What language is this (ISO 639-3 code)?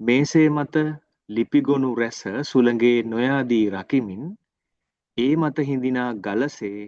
sin